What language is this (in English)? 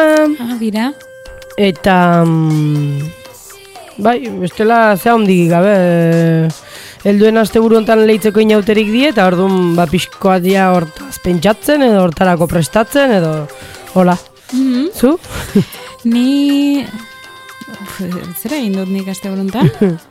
Basque